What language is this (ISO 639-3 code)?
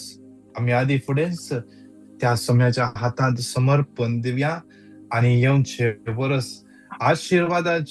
kok